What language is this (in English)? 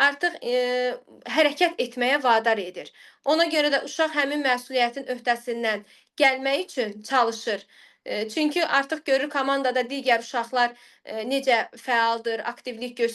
Azerbaijani